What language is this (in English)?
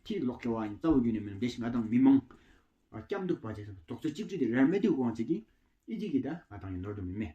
Tawang Monpa